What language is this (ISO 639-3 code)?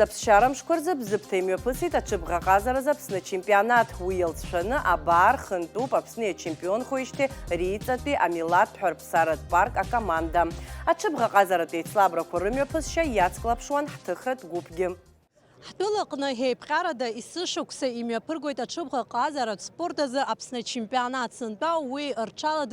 abk